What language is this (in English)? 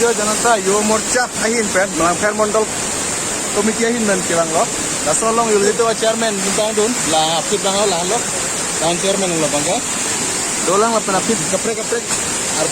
Karbi